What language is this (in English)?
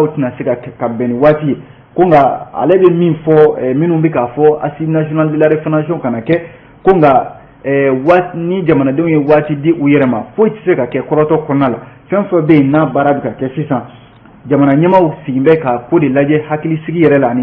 Bambara